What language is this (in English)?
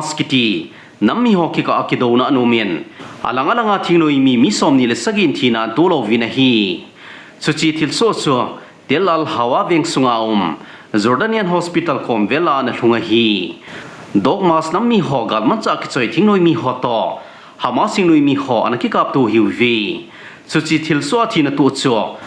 Thado Chin